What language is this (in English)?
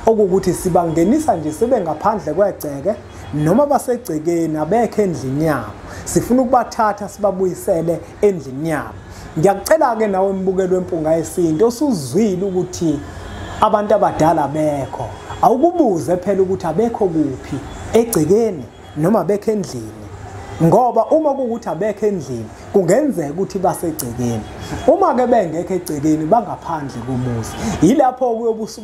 Zulu